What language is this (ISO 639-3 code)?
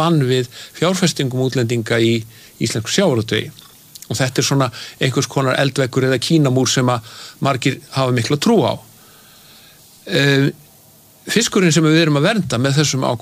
isl